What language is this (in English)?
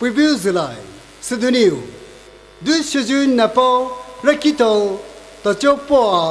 Poumei Naga